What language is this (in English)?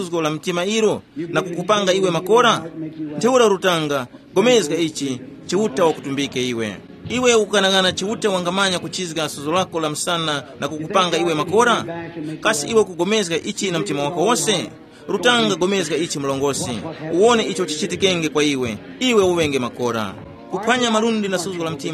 Tumbuka